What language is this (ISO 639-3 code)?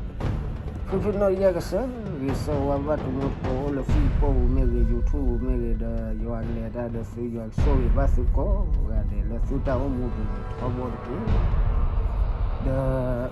ksw